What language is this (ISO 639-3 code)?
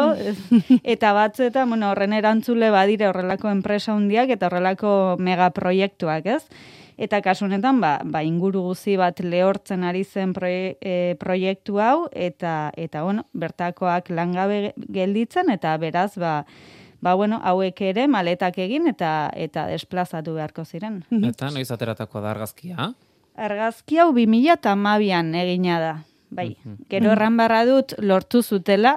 eus